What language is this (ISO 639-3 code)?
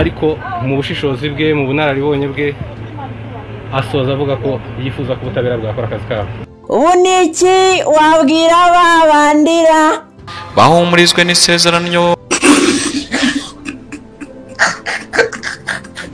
kin